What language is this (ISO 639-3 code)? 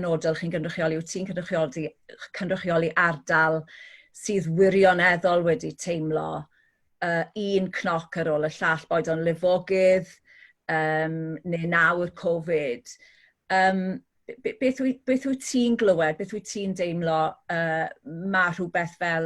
cym